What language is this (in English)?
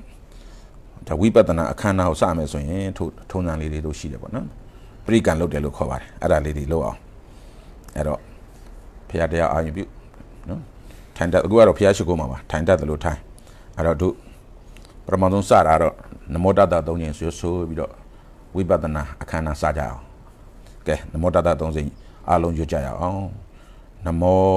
Burmese